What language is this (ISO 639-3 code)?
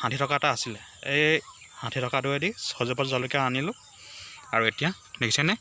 asm